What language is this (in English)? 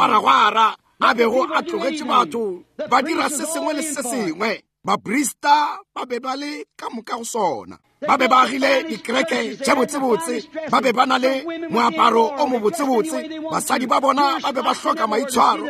Northern Sotho